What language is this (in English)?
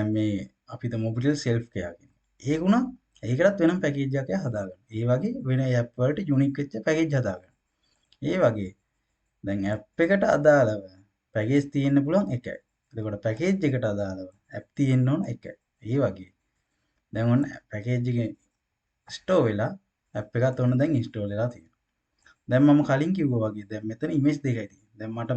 Sinhala